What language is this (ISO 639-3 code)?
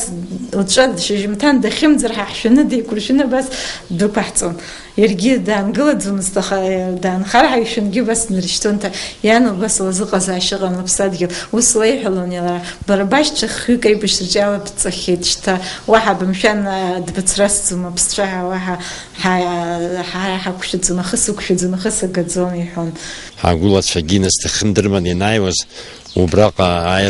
abk